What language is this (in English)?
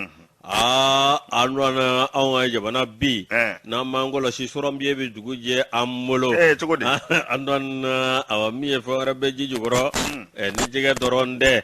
Bambara